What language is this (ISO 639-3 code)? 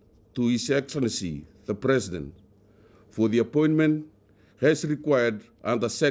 fij